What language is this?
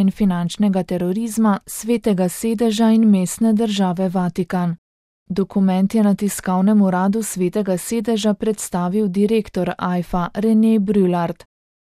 Slovenian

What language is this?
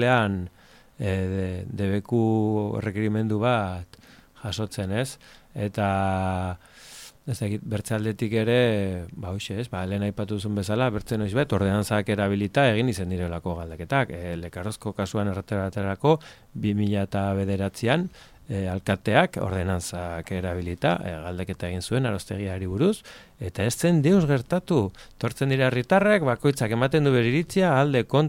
Basque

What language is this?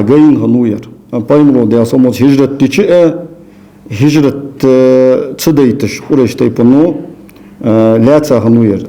Ingush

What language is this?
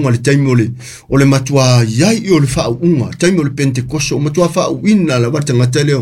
Samoan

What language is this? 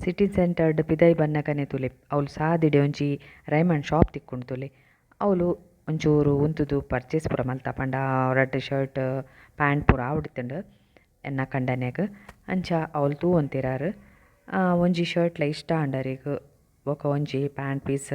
Tulu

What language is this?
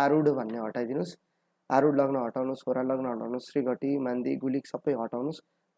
Nepali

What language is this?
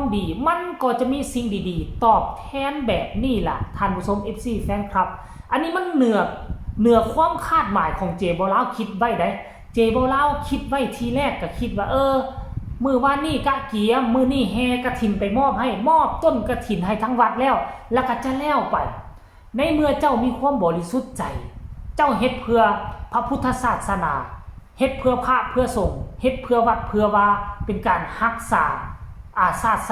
Northeastern Thai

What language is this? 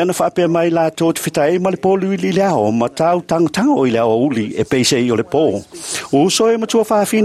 Samoan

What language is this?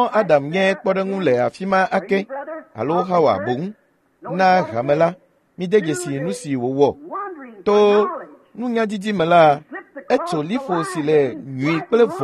Ewe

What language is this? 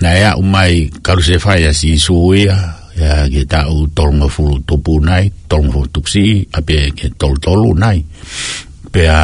Tongan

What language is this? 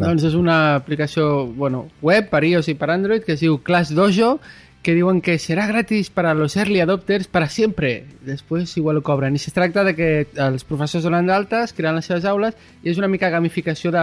Catalan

